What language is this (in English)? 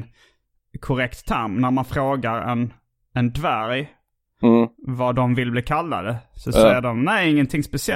Swedish